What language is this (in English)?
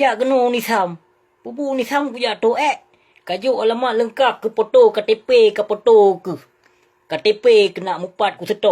Achinese